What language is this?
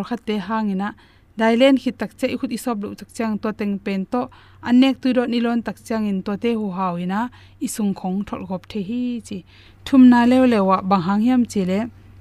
Tedim Chin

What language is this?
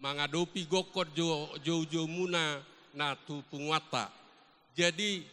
Batak Toba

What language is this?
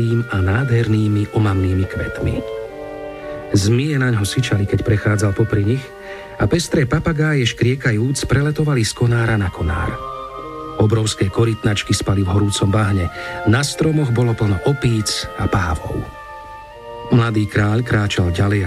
Slovak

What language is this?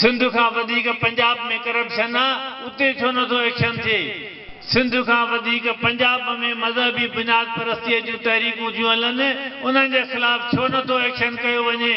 Sindhi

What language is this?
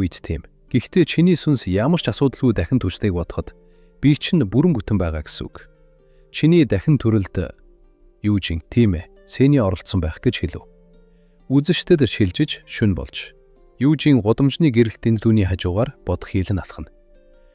Mongolian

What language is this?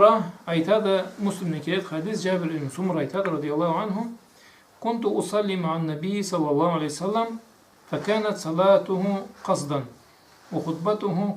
Karachay-Balkar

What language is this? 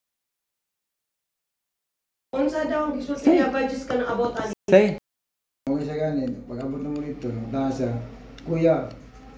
Cebuano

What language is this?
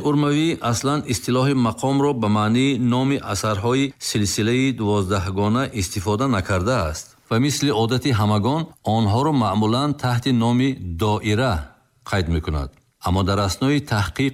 Tajik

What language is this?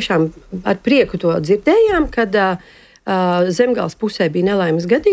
Latvian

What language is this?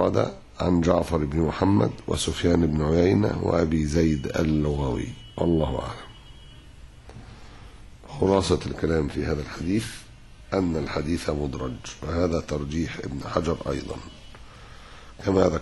Arabic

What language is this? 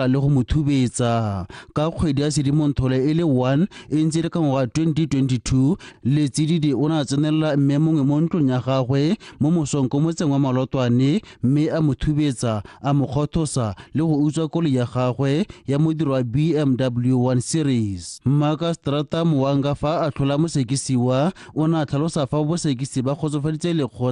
Tswana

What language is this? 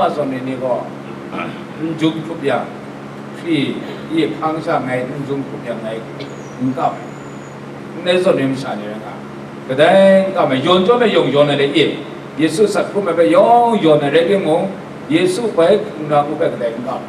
Kachin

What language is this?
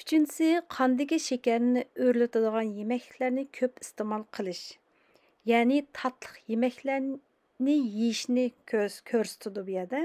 Uyghur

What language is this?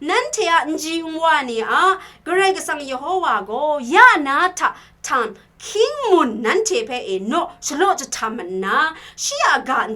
Kachin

